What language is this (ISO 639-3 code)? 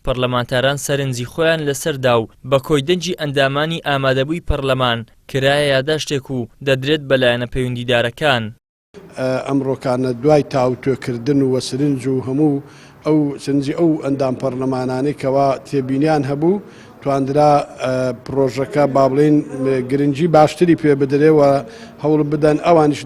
ckb